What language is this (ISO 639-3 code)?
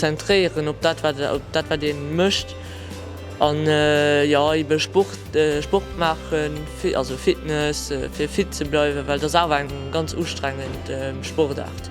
ltz